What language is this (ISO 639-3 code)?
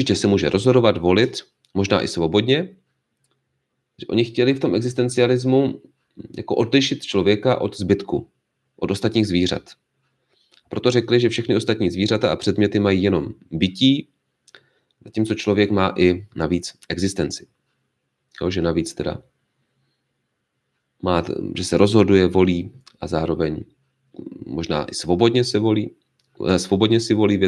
ces